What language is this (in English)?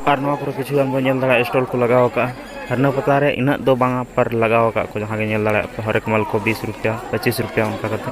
Santali